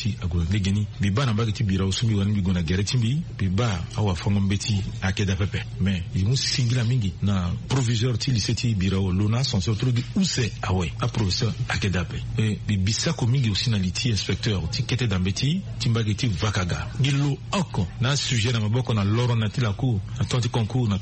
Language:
Sango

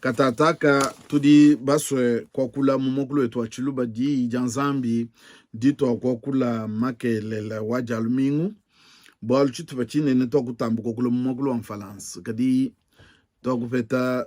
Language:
Luba-Lulua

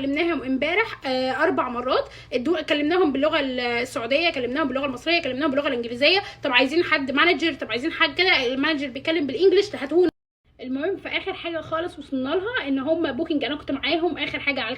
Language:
Egyptian Arabic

